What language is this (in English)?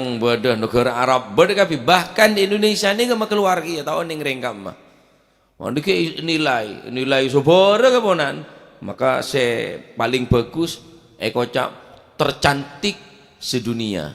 Madurese